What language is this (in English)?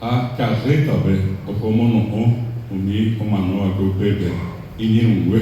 Guarani